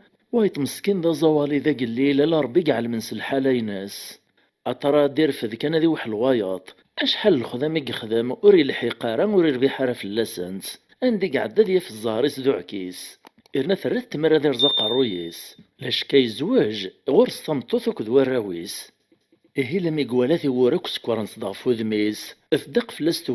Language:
Kabyle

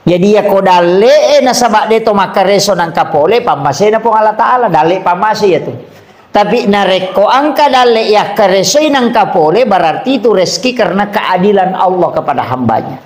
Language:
Buginese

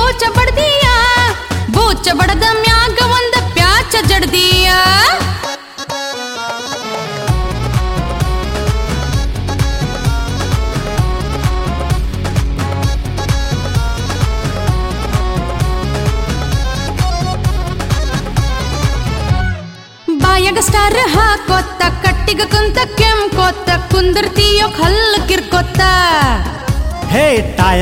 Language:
Kannada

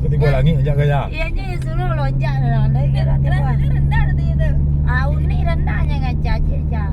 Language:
Minangkabau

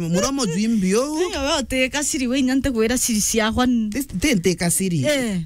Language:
Meru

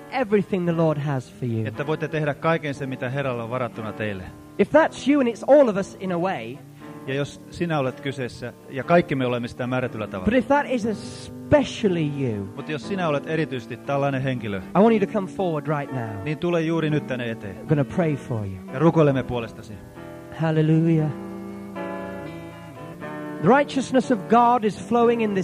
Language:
Finnish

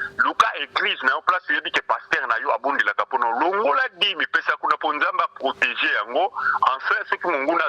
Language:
Lingala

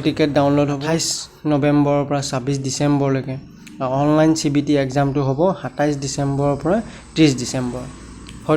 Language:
Assamese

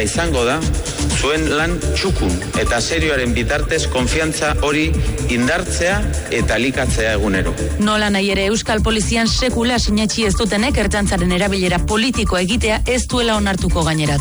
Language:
Basque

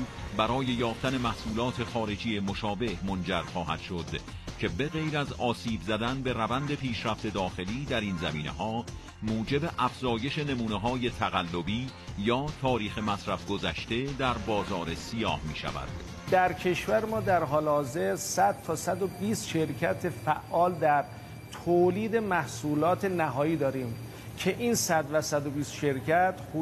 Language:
Persian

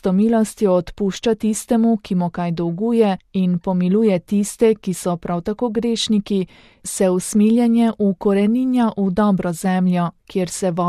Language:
Slovenian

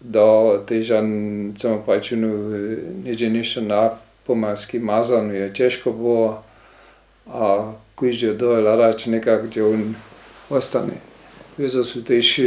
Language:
Upper Sorbian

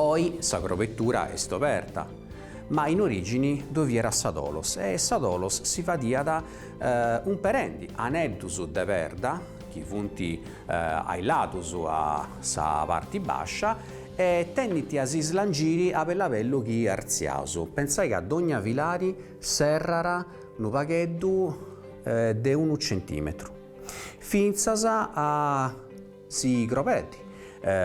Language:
Sardinian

